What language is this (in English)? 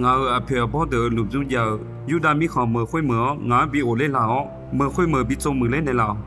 Akha